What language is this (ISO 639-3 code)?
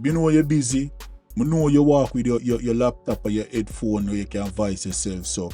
jam